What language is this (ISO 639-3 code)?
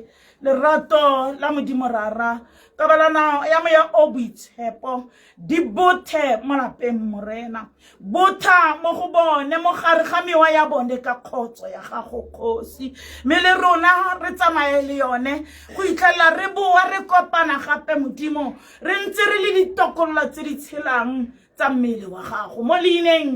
tsn